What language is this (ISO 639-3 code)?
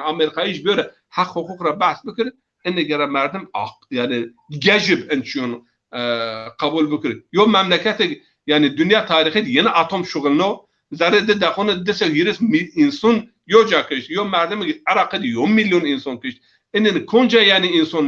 zza